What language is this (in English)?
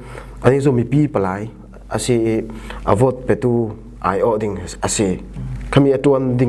Falam Chin